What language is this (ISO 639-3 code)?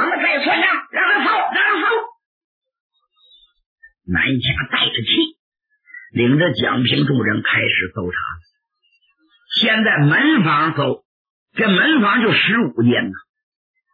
zho